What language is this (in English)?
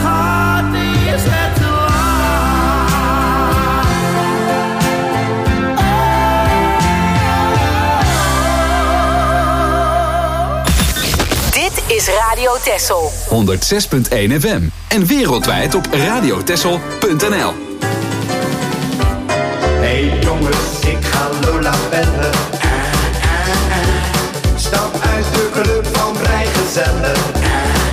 Dutch